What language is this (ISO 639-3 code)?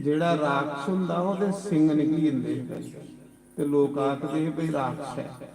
doi